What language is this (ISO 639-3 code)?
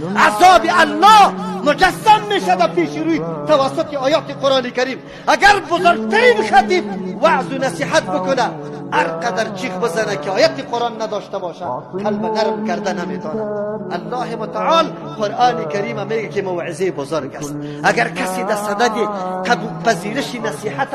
fas